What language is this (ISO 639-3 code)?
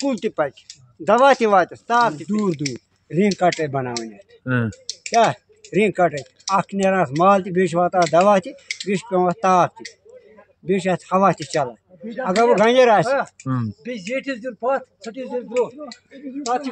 kas